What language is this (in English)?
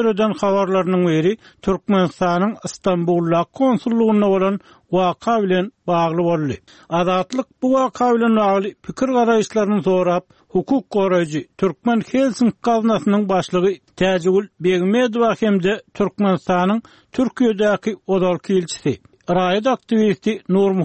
Turkmen